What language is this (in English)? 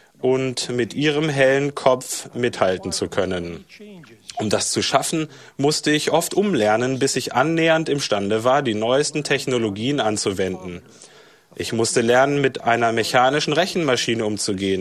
German